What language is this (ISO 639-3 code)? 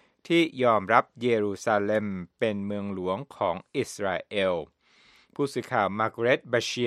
tha